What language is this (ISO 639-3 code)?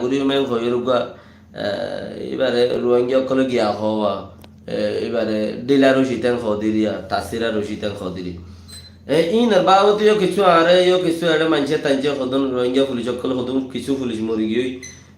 rhg